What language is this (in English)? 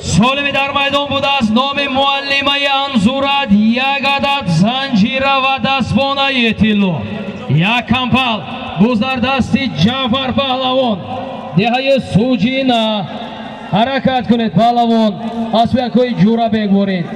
Tajik